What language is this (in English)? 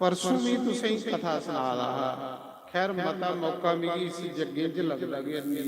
Dogri